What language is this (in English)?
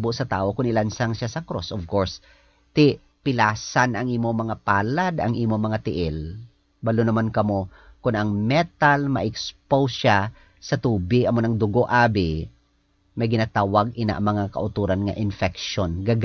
Hiligaynon